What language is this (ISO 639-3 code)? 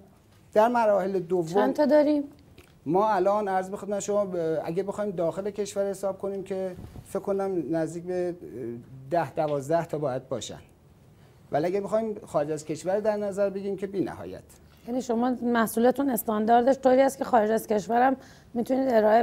fas